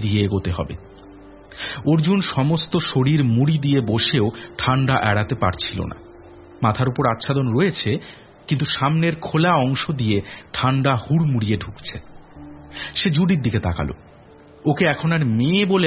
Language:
Bangla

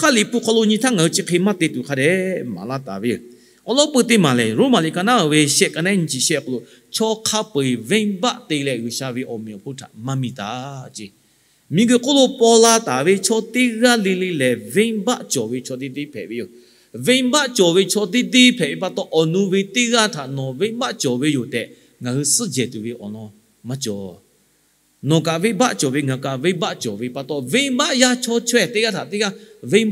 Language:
Lahu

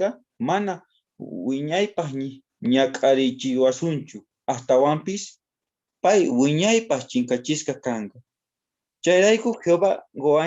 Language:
South Bolivian Quechua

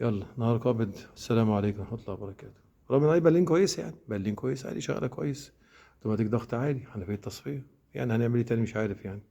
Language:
Egyptian Arabic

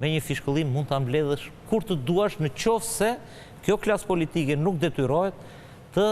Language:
Albanian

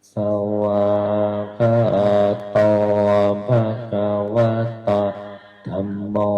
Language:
Pali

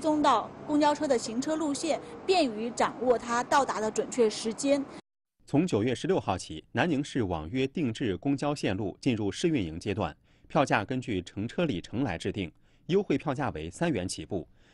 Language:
Chinese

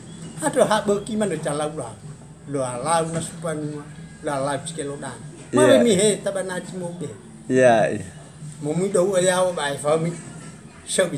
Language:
Nias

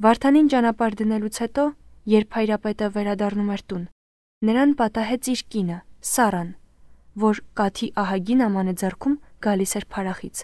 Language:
Armenian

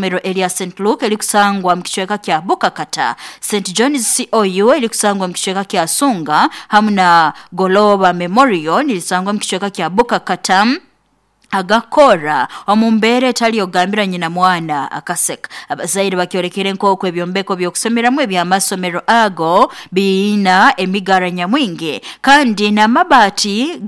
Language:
Nyoro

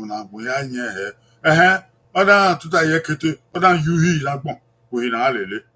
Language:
Bini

